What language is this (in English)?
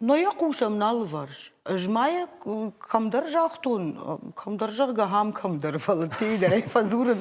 Ossetic